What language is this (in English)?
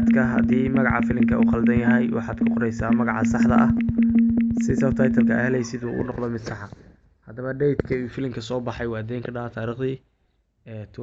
Somali